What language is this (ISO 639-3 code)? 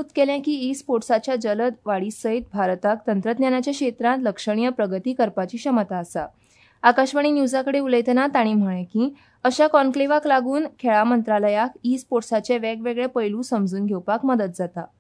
kok